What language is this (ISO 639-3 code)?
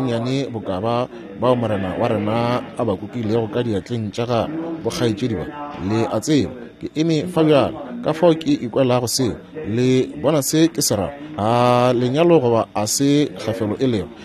nso